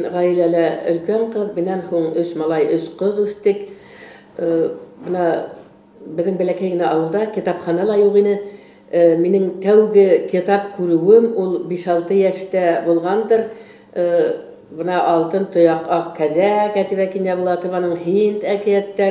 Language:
Bashkir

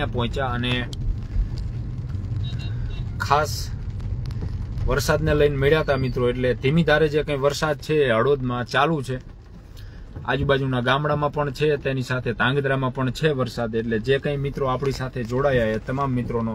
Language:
Gujarati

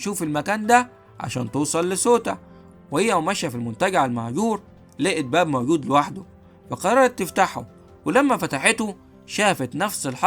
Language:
Egyptian Arabic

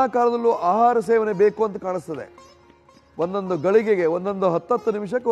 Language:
Kannada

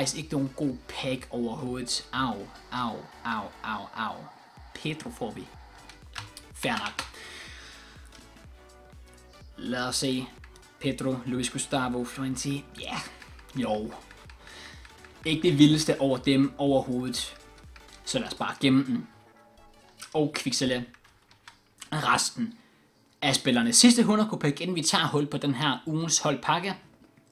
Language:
Danish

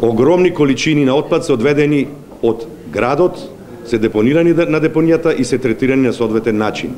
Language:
Macedonian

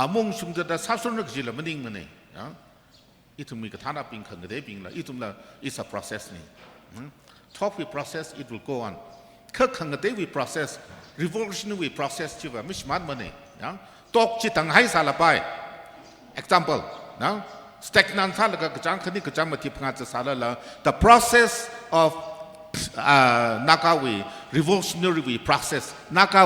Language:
Tangkhul Naga (India)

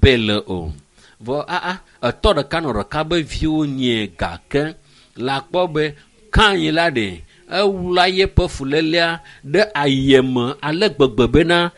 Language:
Ewe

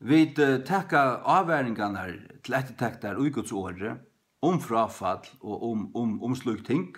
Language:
Faroese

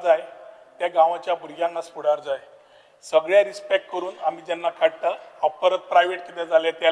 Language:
Konkani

